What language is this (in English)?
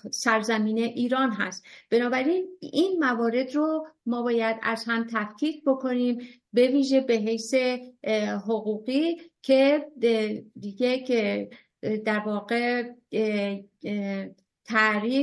Persian